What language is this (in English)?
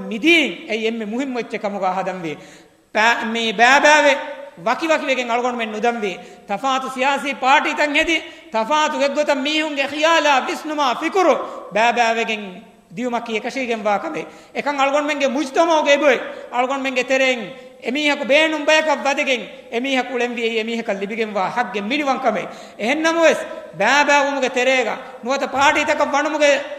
Divehi